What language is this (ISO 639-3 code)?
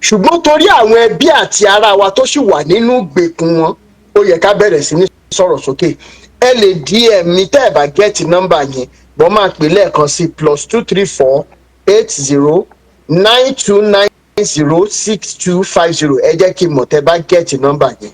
yor